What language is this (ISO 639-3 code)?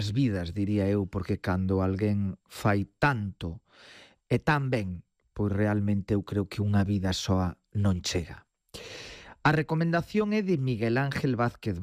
glg